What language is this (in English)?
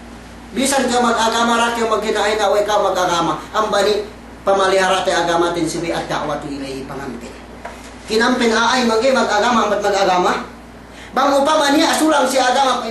Yakan